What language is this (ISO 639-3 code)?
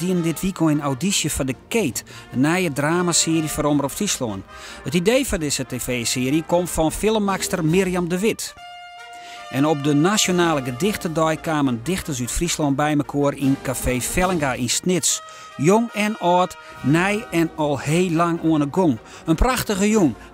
fry